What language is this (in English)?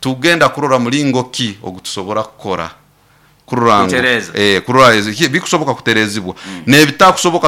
Nyoro